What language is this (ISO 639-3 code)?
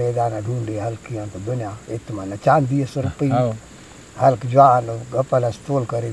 brh